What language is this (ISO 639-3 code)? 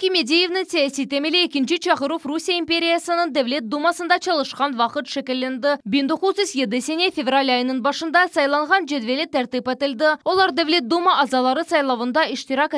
crh